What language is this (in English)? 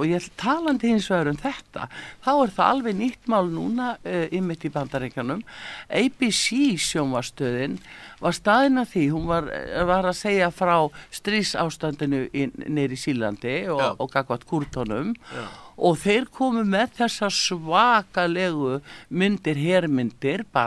Icelandic